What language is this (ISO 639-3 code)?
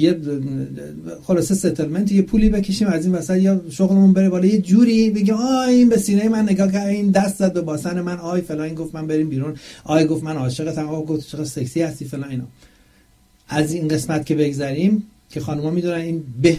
fas